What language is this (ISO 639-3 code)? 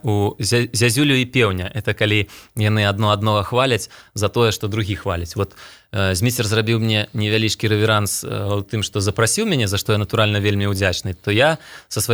bel